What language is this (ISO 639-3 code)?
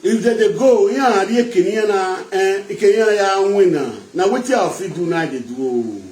pcm